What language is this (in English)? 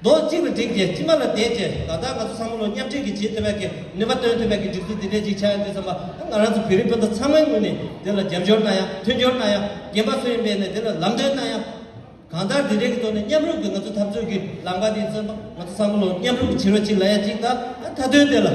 Tibetan